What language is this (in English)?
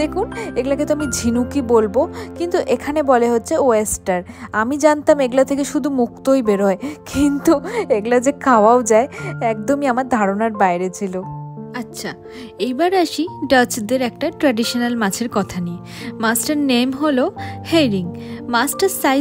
Bangla